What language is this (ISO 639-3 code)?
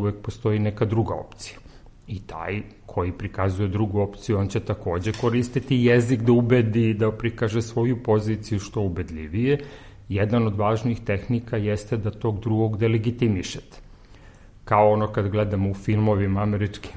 srp